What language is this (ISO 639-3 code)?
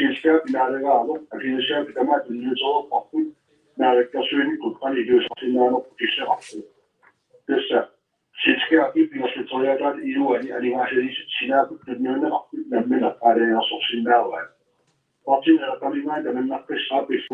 kal